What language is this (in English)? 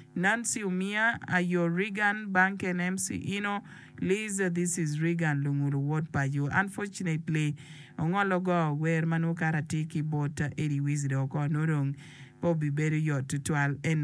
Acoli